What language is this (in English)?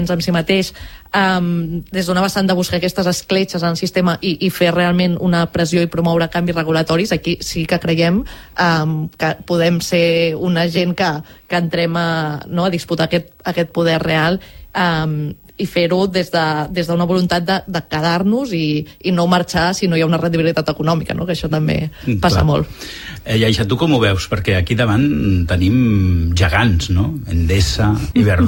Catalan